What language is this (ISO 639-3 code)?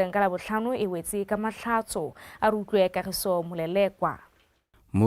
tsn